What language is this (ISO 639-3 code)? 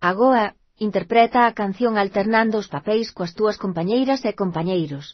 glg